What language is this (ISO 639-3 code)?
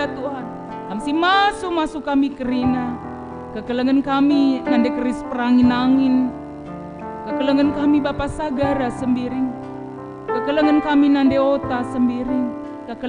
btx